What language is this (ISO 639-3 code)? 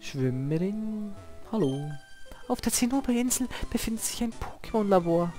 gsw